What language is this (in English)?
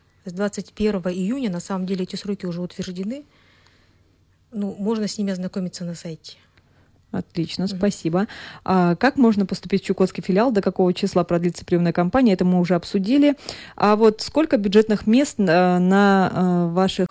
Russian